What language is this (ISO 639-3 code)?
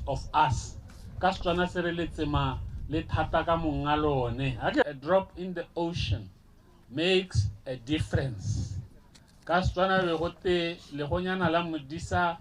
tsn